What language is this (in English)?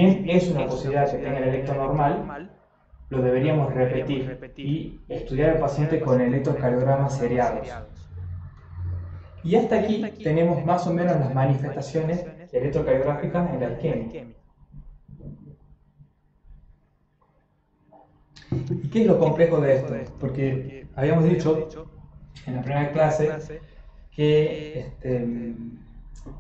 Spanish